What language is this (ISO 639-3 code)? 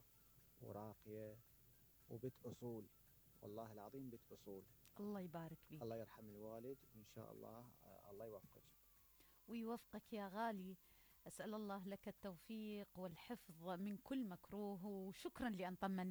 acm